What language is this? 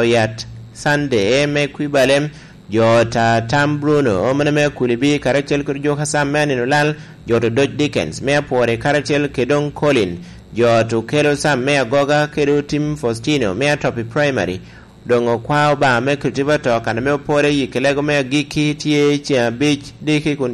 Lango (Uganda)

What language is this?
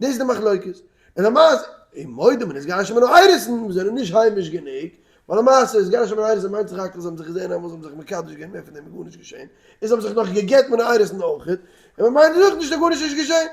Yiddish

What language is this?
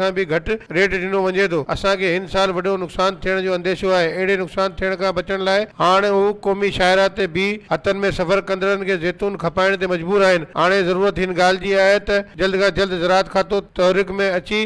Sindhi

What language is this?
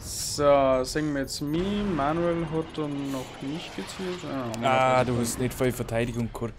Bavarian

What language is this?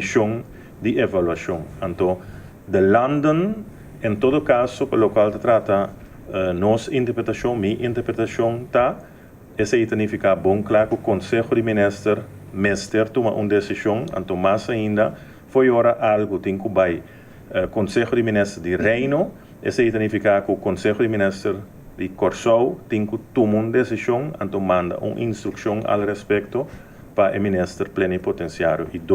Papiamento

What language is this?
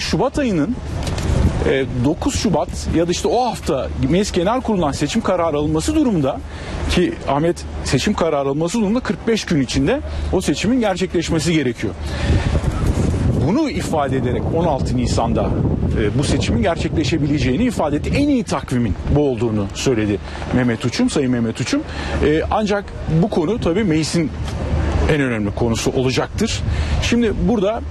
Turkish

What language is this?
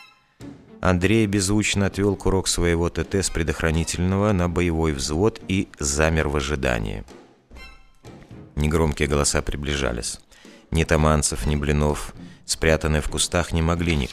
Russian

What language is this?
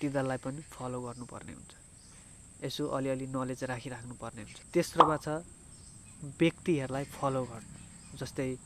Nepali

